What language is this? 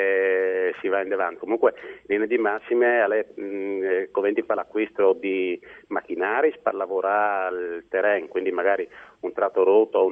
Friulian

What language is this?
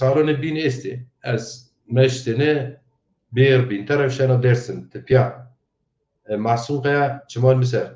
Zaza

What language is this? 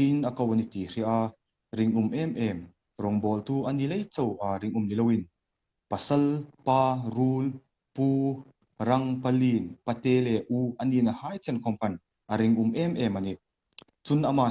Hmar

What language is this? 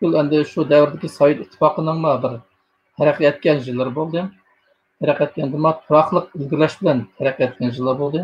Uyghur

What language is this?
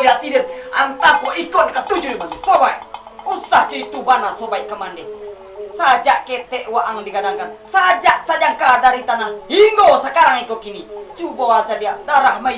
Minangkabau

